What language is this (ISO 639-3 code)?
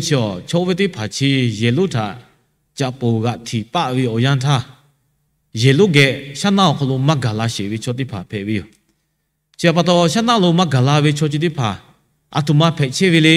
lhu